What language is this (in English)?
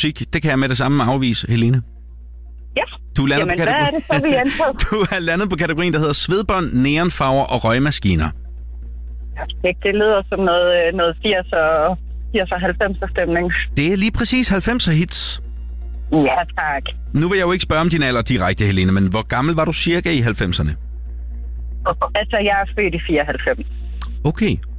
Danish